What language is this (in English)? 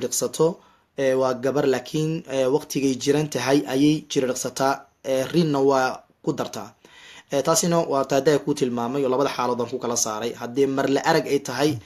Somali